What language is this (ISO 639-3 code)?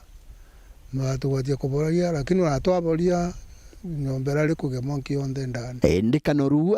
mer